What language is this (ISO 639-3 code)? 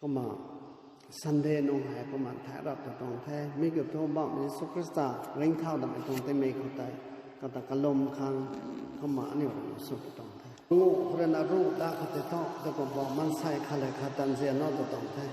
nbu